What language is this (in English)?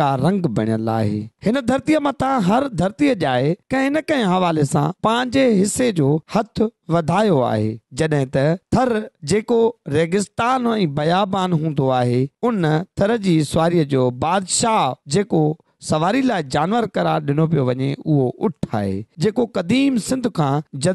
Sindhi